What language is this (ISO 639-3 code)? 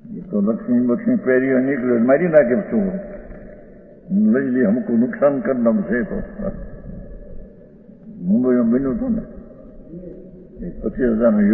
guj